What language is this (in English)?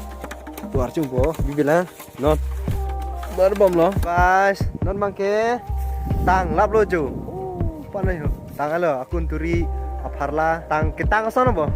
Karbi